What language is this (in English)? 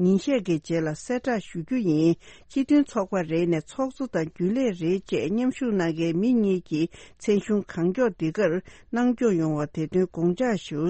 Tibetan